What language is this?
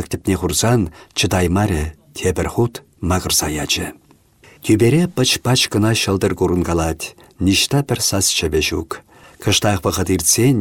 Chuvash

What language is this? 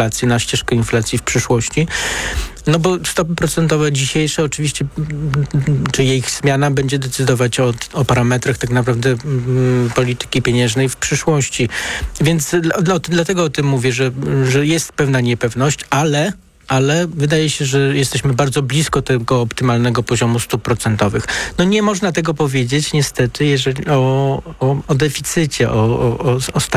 Polish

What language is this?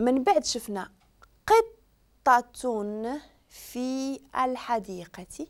Moroccan Arabic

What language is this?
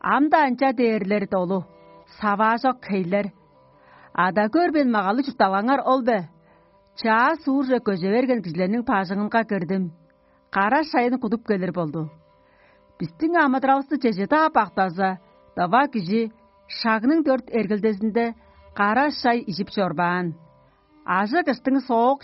Tuvinian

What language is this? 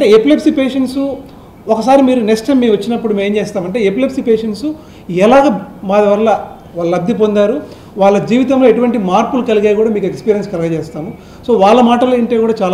Telugu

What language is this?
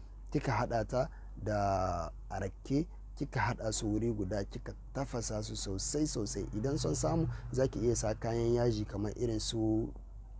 Hausa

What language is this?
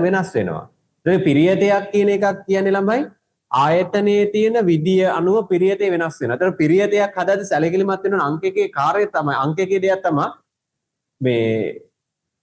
Sinhala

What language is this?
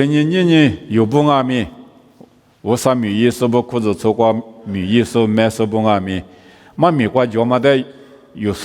Lisu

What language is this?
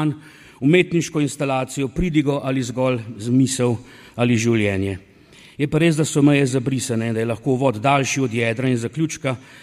Slovenian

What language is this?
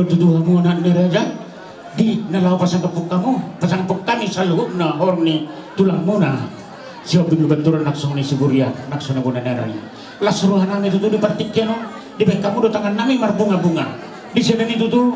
Batak Toba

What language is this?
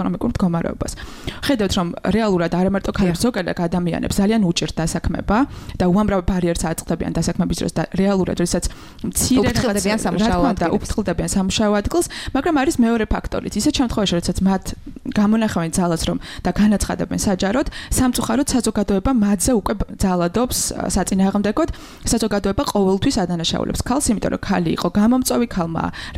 Georgian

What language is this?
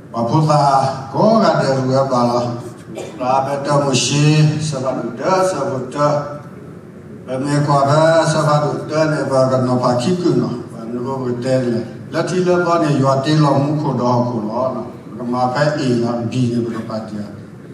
S'gaw Karen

